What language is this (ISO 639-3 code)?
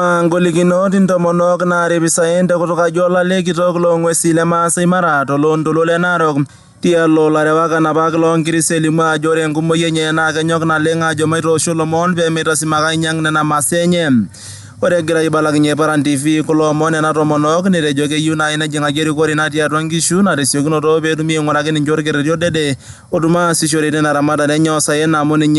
mas